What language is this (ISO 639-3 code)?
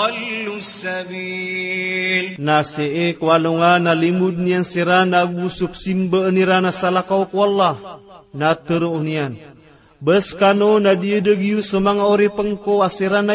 mrw